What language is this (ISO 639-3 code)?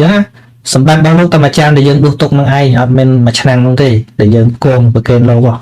khm